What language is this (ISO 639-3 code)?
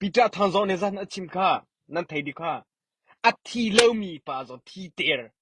cnh